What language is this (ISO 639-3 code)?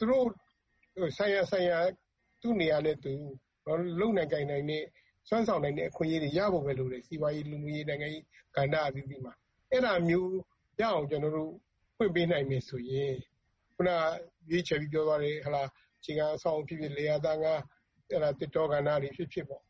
mya